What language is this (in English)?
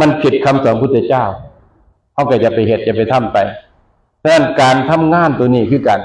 Northeastern Thai